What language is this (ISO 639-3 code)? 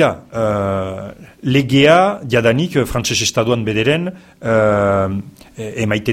eus